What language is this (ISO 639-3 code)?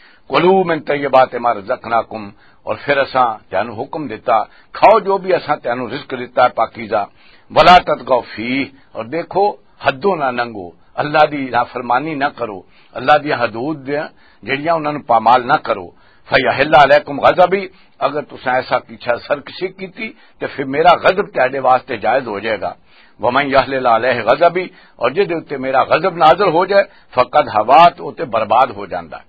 lah